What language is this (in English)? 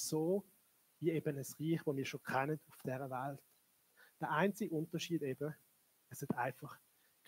Swiss German